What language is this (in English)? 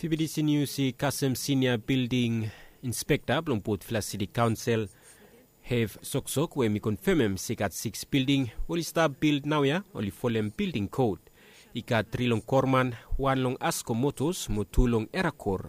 Bislama